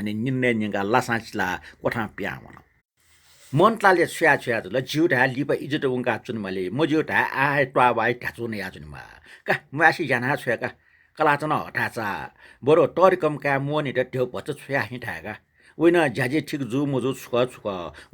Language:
Newari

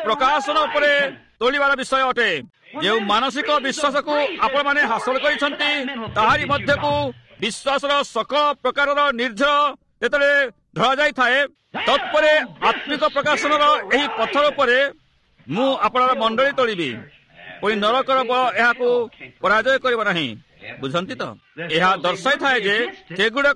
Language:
Odia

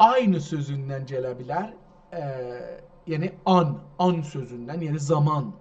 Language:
South Azerbaijani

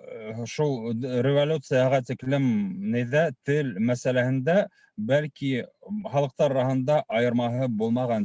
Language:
Bashkir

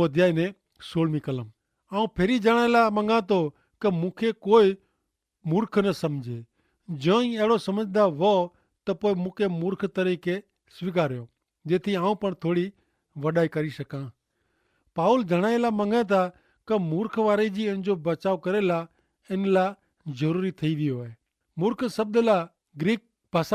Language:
Kachhi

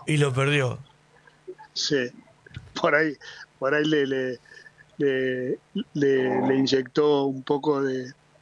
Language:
Spanish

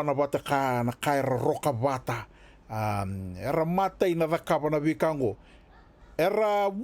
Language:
Fijian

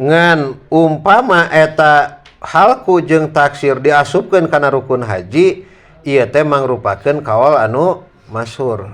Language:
Sundanese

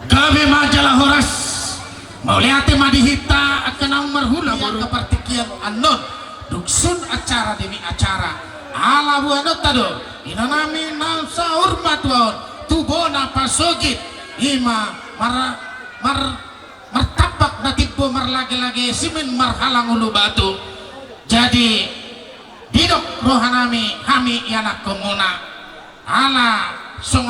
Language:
Batak Toba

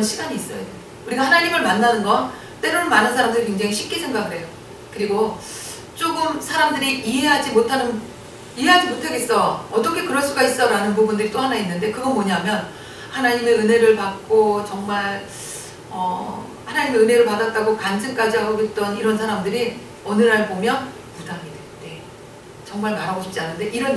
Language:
Korean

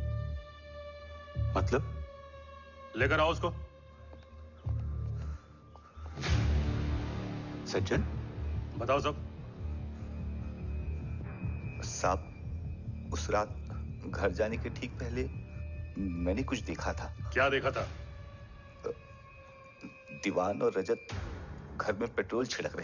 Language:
Hindi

